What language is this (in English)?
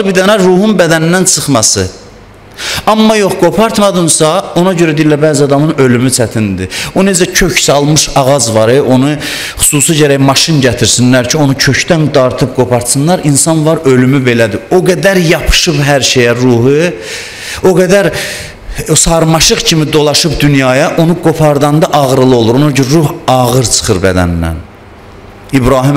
Azerbaijani